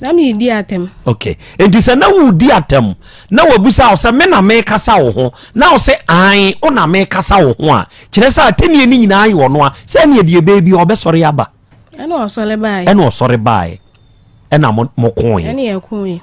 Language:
Akan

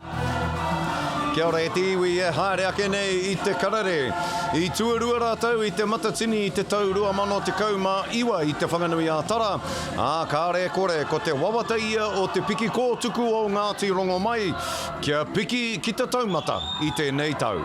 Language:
Māori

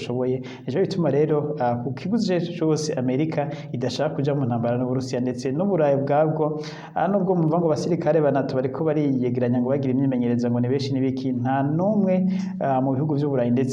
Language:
Rundi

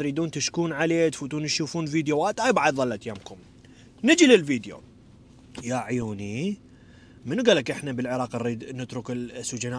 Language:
Mesopotamian Arabic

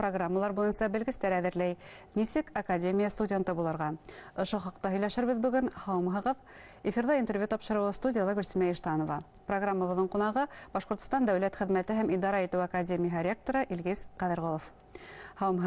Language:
Bashkir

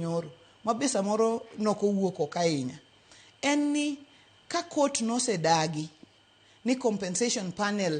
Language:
Luo (Kenya and Tanzania)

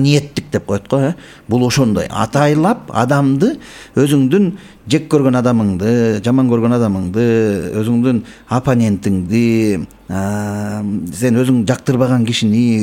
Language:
Kyrgyz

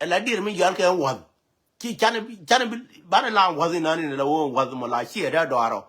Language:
Nuer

